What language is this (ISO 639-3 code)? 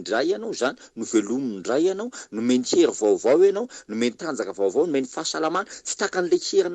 mlg